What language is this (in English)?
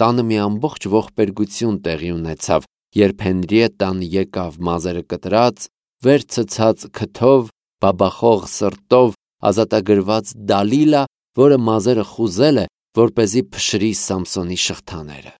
Armenian